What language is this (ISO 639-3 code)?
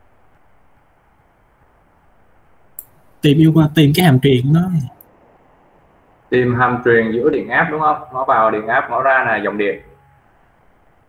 vie